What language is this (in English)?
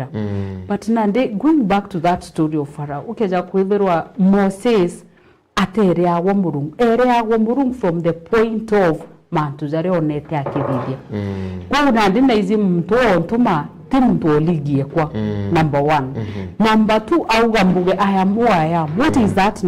Meru